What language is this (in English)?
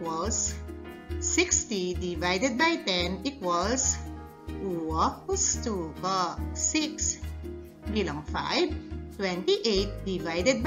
Pampanga